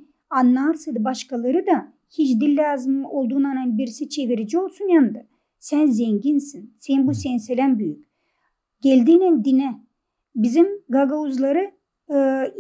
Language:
Gagauz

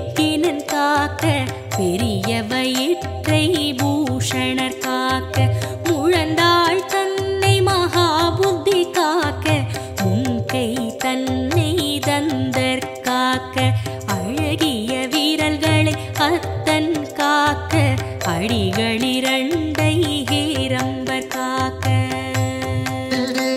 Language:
Tamil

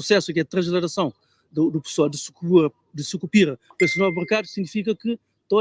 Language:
Kabuverdianu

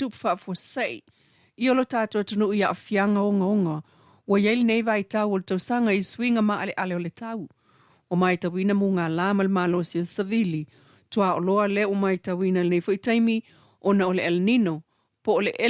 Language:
Samoan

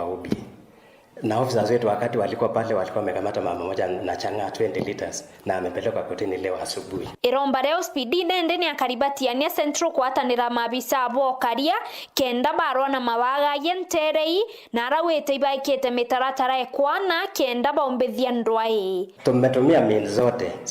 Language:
Meru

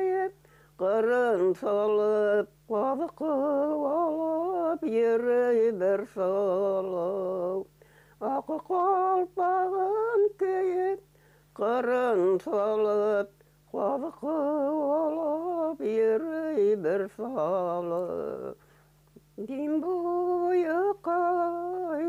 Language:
Bashkir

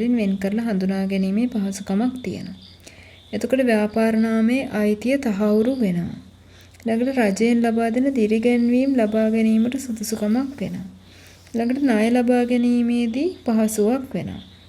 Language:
Sinhala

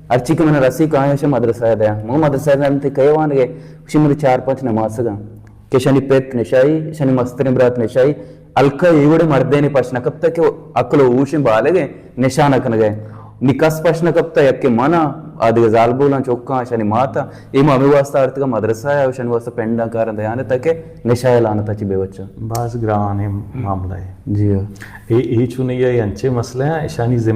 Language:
Baluchi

